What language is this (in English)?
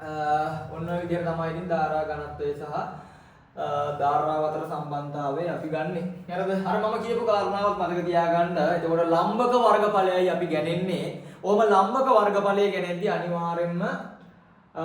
Sinhala